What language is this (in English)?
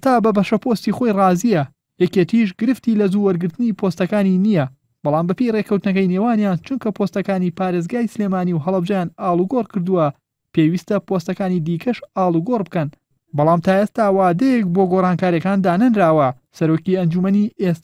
Central Kurdish